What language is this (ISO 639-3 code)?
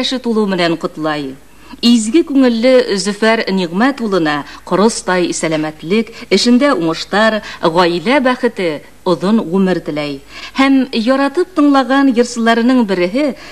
bak